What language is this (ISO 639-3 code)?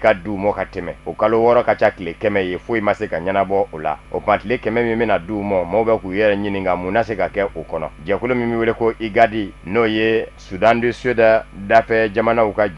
bam